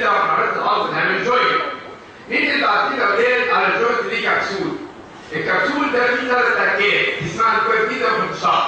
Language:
Egyptian Arabic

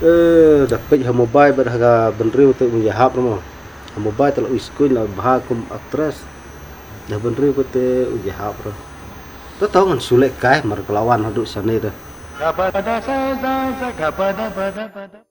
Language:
Khasi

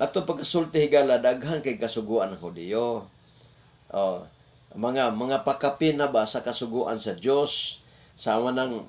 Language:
Cebuano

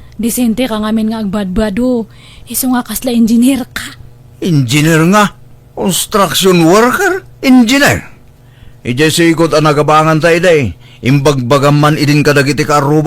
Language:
Iloko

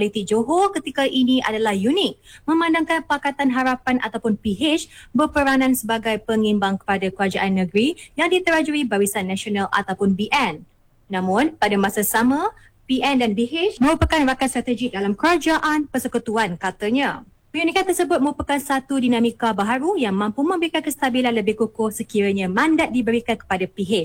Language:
Malay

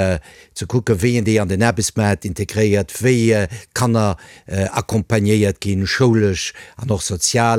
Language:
Luxembourgish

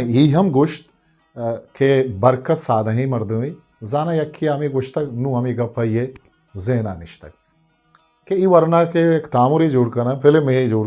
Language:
Eastern Balochi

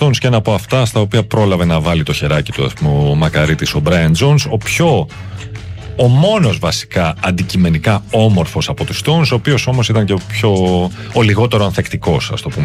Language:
Greek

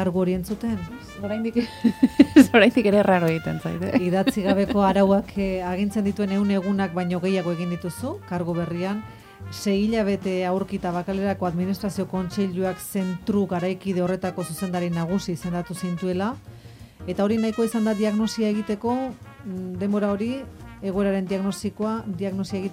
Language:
Basque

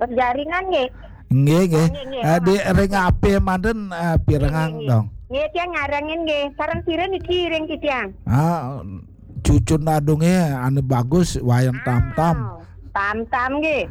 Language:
Balinese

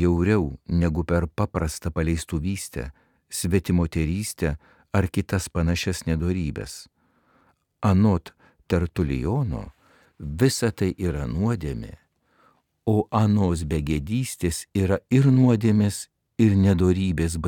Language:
Lithuanian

